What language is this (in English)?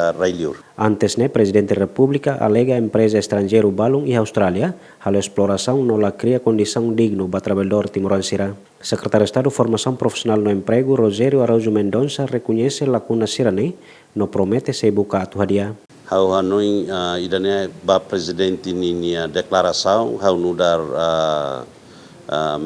Tetum